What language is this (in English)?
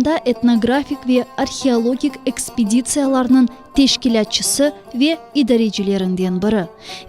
Crimean Tatar